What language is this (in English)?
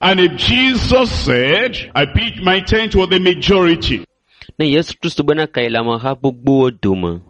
Ewe